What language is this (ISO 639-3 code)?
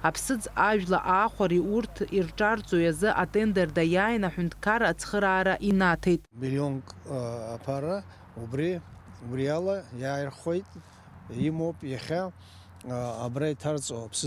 abk